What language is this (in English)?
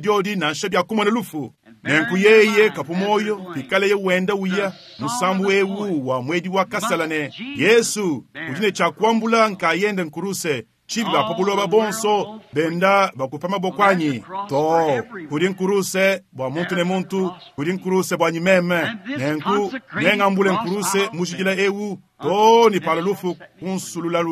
Luba-Lulua